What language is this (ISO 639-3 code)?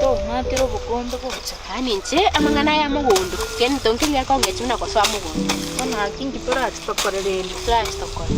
guz